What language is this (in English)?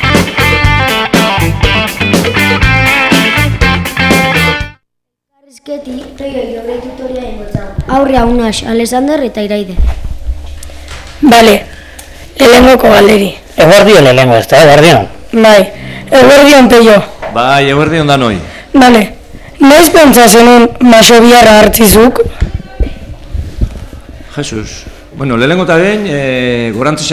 Basque